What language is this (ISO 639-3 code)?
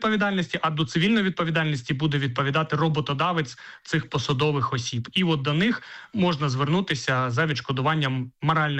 ukr